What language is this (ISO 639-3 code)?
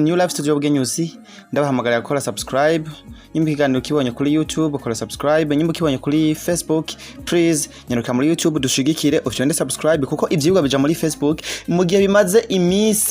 run